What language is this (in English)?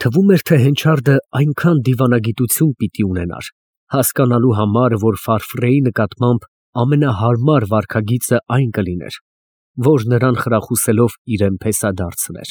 Armenian